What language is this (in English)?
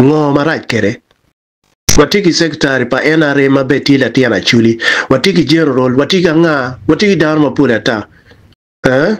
Acoli